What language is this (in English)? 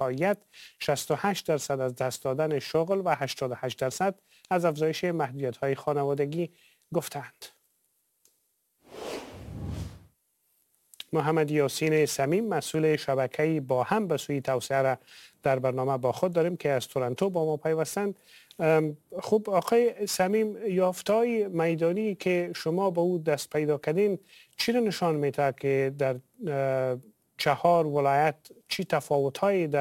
Persian